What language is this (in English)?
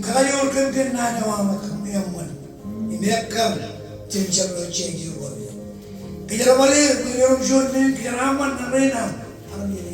Marshallese